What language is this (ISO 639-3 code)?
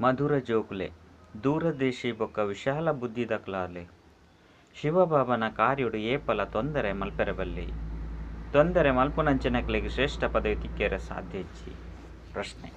tcy